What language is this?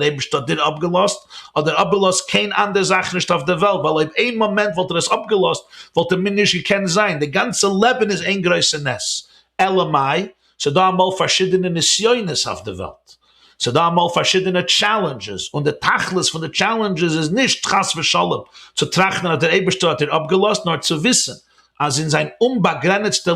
Yiddish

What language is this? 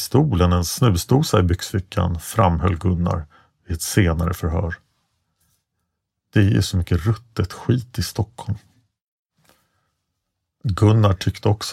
Swedish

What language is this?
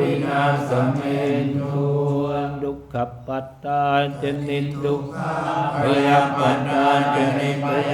Pali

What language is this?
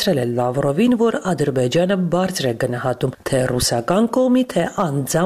Armenian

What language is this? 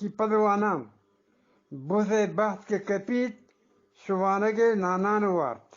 Eastern Balochi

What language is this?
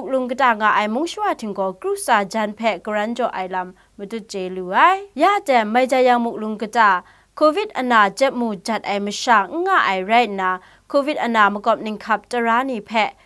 Kachin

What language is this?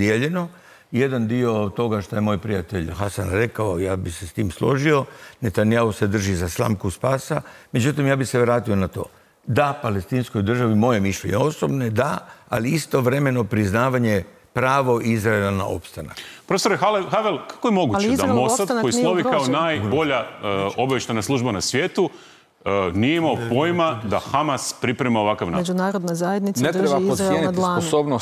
Croatian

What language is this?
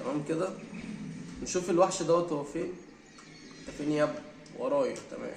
Egyptian Arabic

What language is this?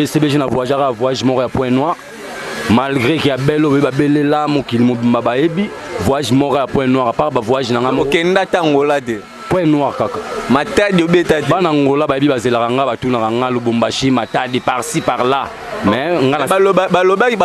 Lingala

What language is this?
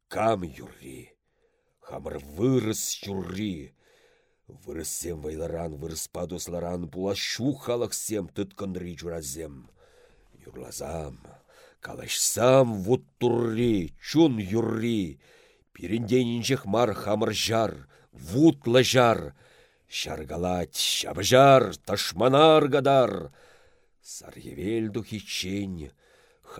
Chuvash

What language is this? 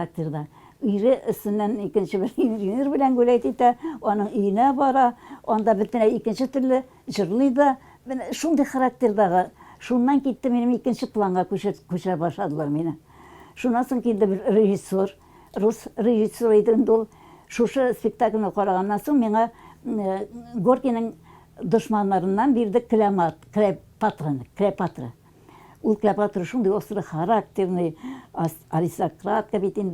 Tatar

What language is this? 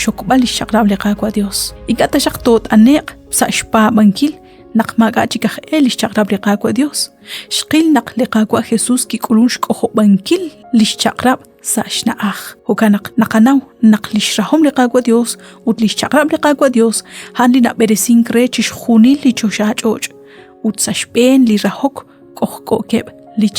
Kekchí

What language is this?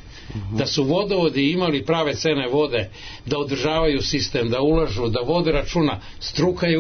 Serbian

